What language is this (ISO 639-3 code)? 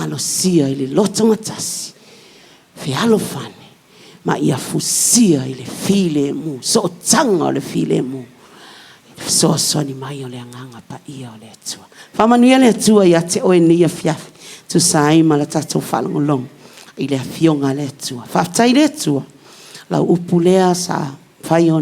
smo